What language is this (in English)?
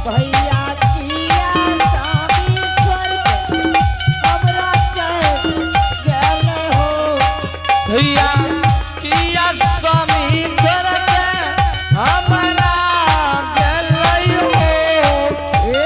Angika